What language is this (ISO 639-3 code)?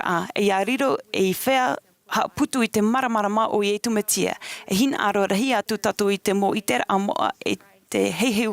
tah